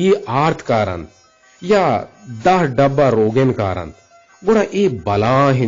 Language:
Eastern Balochi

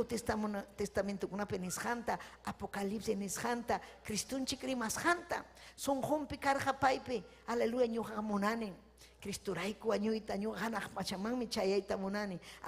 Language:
Ayacucho Quechua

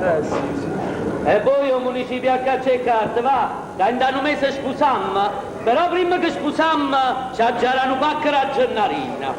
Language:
Neapolitan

